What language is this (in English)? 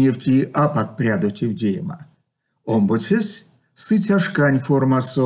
Erzya